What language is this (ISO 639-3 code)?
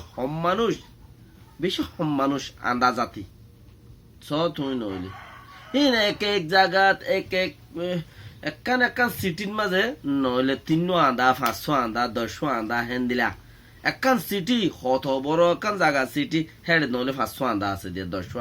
rhg